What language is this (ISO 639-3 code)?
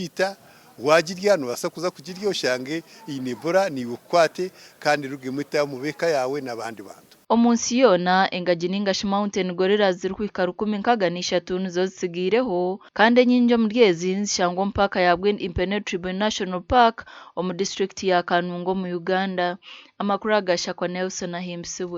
nyn